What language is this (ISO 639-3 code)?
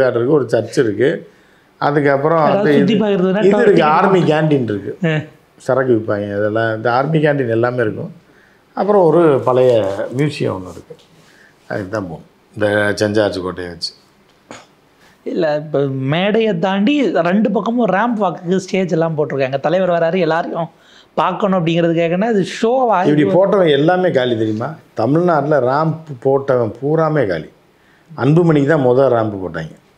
tam